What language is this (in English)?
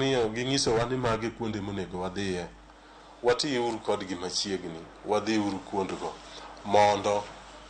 Luo (Kenya and Tanzania)